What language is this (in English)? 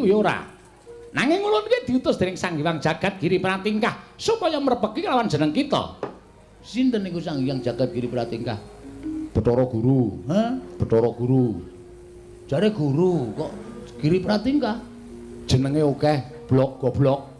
Javanese